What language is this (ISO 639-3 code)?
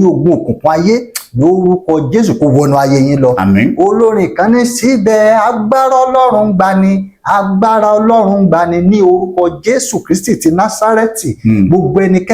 yor